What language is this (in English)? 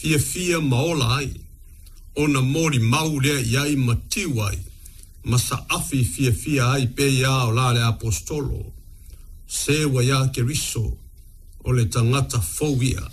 Samoan